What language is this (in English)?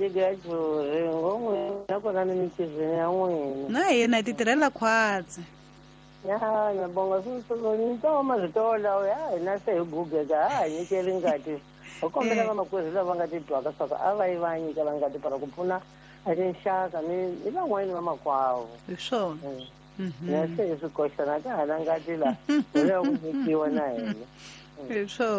Tsonga